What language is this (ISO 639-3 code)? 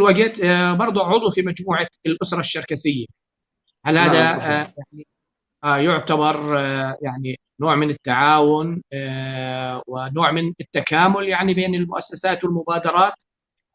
apc